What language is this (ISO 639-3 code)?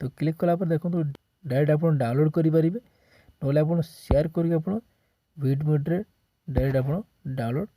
ori